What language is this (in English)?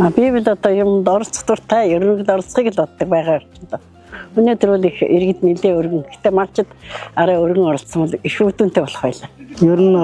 Mongolian